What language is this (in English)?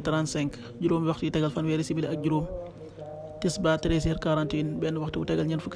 Wolof